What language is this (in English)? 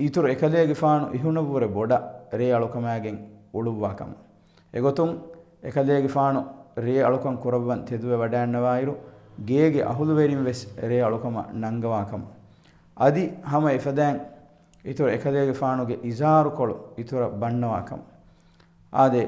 Divehi